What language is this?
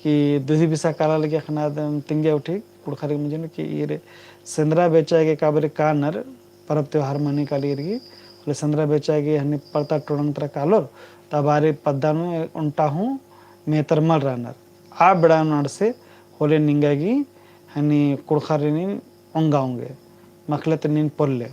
Kurukh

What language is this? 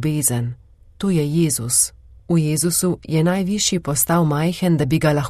Slovenian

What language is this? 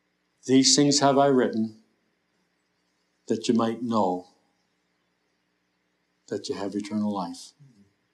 English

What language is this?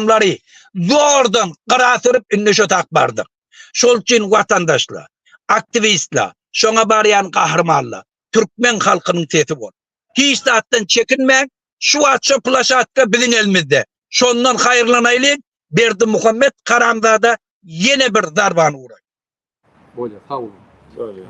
Turkmen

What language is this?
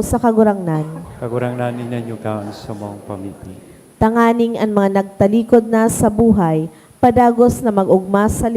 Bikol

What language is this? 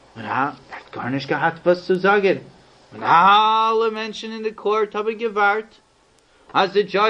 Yiddish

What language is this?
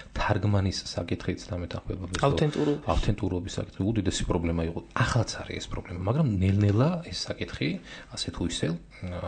Georgian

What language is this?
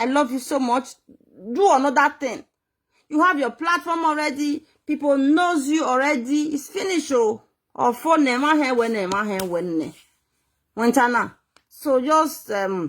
Nigerian Pidgin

